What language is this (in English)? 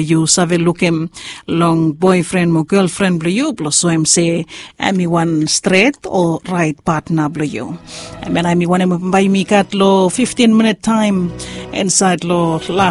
Bislama